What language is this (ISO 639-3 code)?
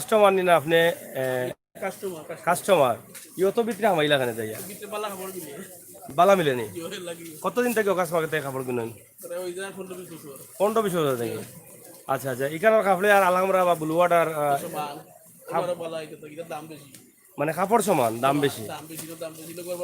syl